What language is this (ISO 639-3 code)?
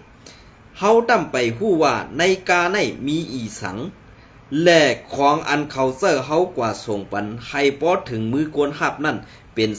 shn